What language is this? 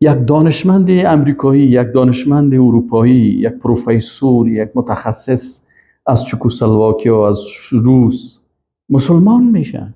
Persian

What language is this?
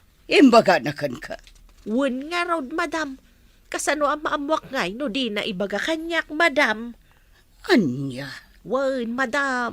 Iloko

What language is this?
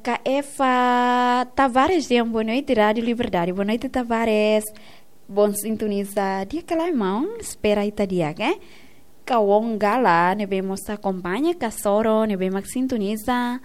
Tetum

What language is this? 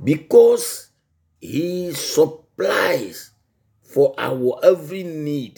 Ewe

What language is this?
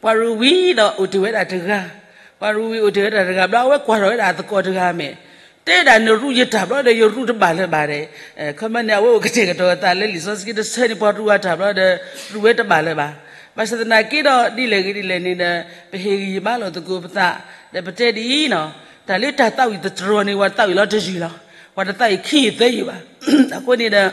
S'gaw Karen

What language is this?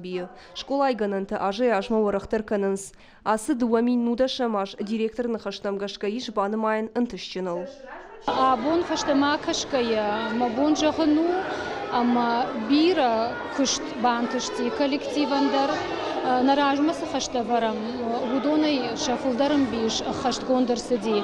Ossetic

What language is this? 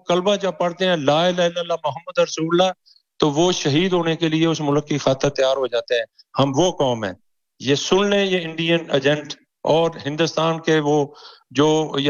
Urdu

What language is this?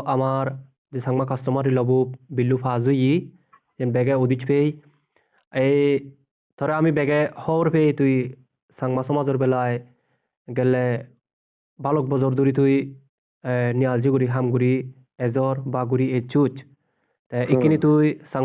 Chakma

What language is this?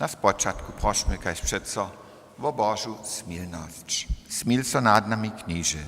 Upper Sorbian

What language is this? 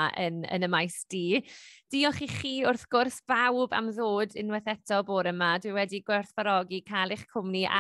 Welsh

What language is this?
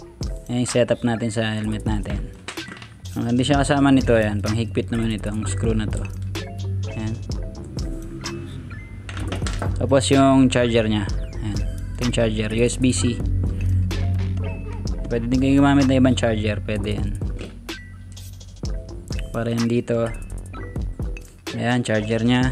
Filipino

